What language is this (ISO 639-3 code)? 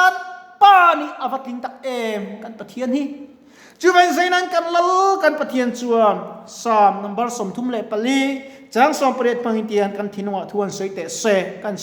lus